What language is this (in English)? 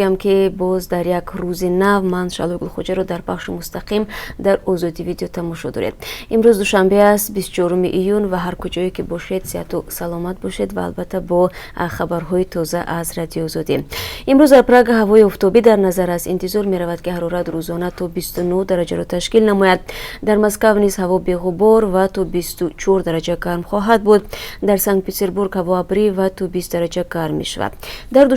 Tajik